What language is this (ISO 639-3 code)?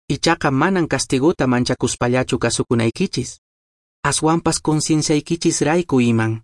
que